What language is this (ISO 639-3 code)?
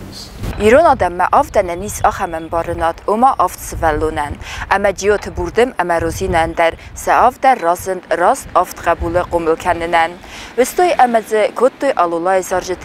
oss